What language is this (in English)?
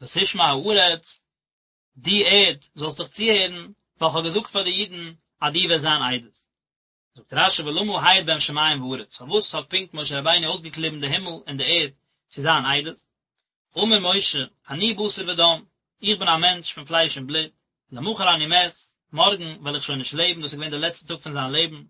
Yiddish